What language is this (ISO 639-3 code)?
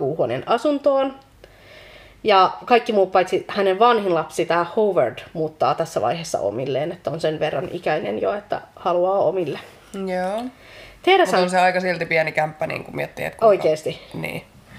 fin